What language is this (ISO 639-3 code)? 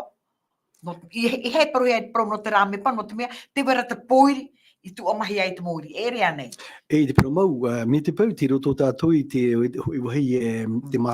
tah